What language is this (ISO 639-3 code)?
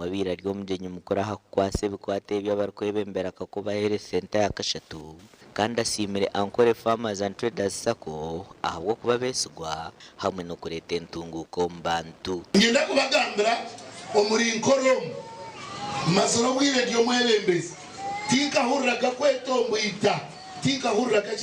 nyn